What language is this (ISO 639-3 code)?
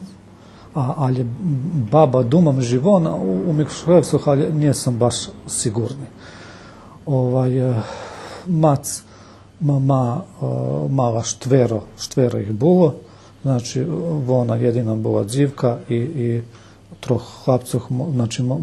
rue